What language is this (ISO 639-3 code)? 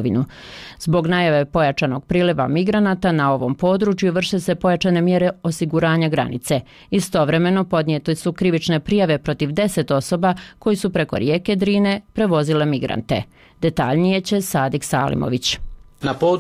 bos